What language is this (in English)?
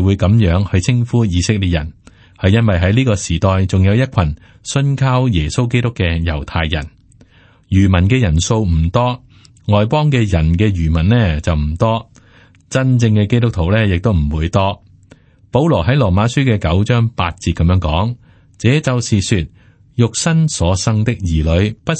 Cantonese